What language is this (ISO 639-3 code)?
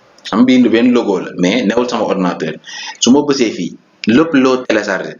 wol